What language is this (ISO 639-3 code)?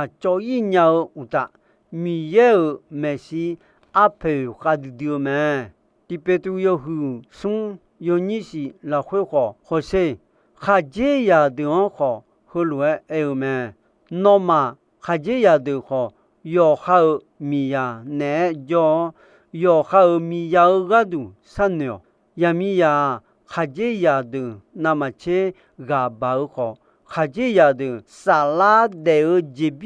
ahk